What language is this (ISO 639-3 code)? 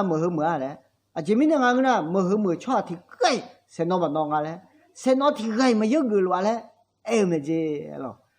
ahk